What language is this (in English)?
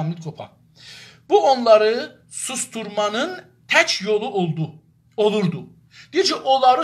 South Azerbaijani